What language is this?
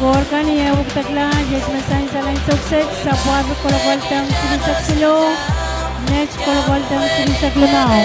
Pohnpeian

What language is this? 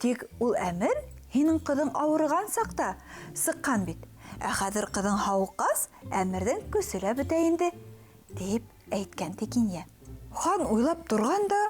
Bashkir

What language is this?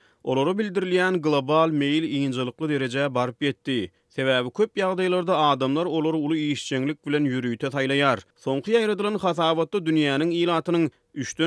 Turkmen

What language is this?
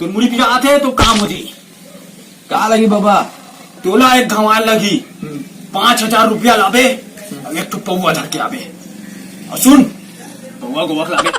Chhattisgarhi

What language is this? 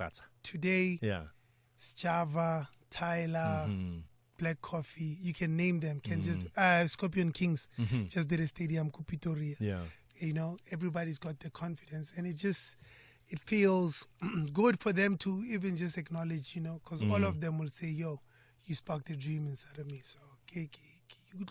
Tswana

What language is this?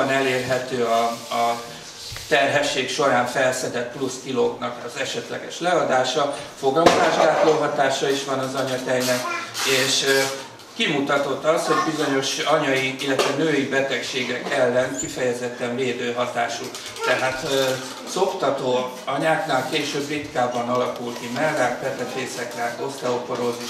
Hungarian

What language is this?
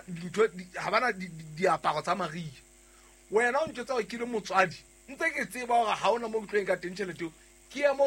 Southern Sotho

